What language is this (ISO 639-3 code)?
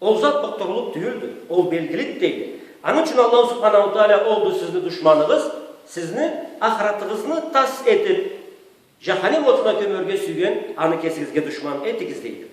krc